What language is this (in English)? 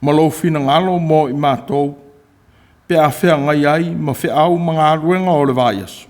Samoan